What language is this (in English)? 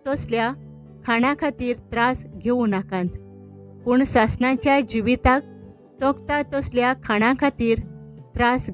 Konkani